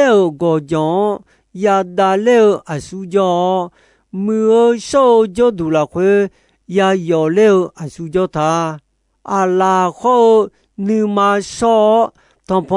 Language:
Akha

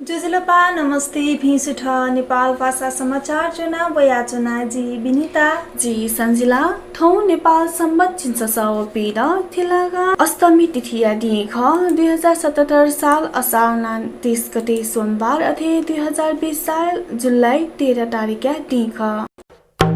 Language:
Newari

